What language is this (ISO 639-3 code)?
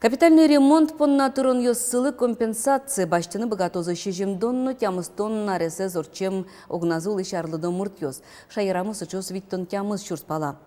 udm